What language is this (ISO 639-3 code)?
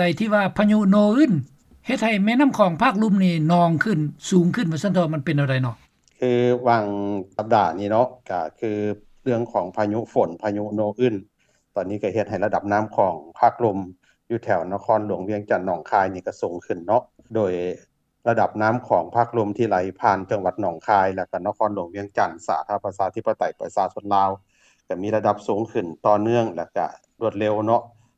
lao